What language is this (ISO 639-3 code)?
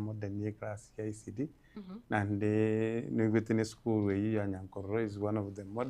guz